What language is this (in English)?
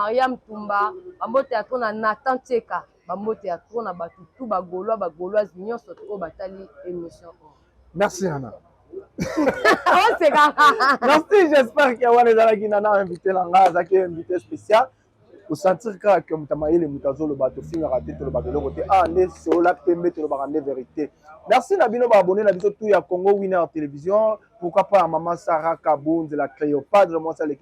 Lingala